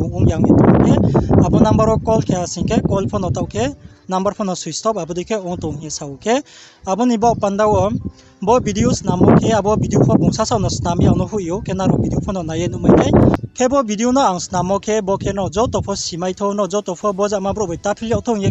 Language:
Riang (India)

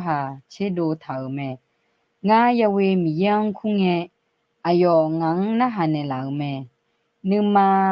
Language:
Akha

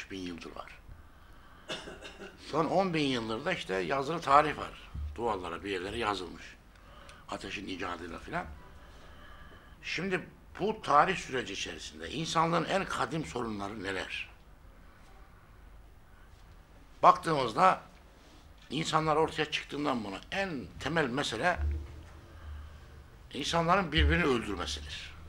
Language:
Turkish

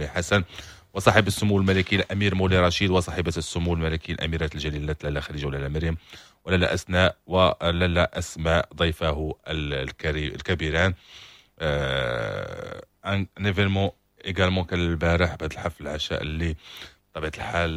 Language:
Moroccan Arabic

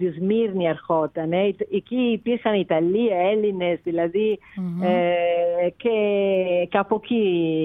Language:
Greek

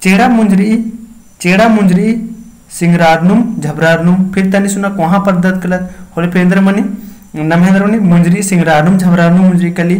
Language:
Kurukh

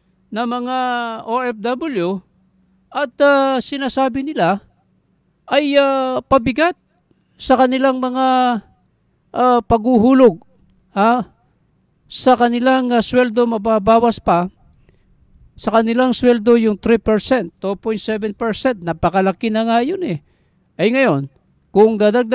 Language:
Filipino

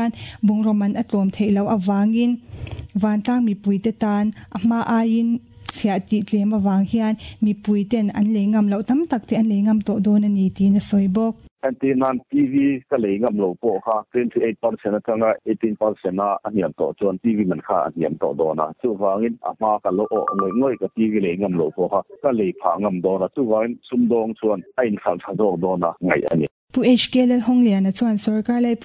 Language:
Mizo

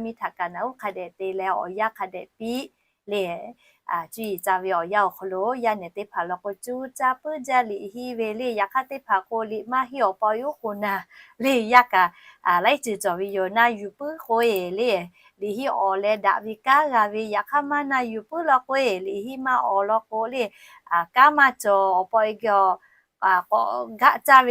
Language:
Lahu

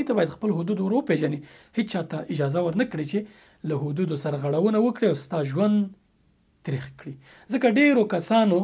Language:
Pashto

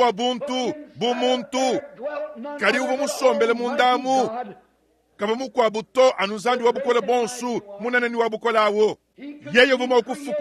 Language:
Luba-Lulua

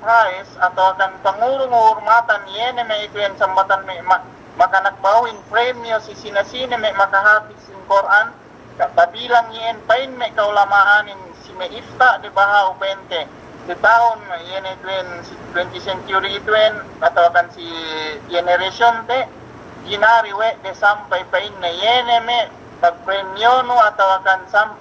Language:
Yakan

